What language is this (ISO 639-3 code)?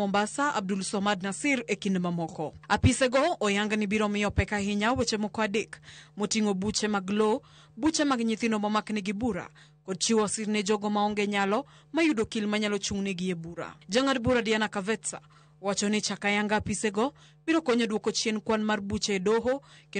luo